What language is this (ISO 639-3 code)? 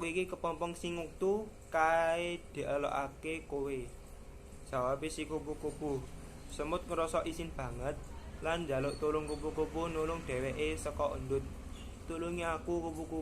jav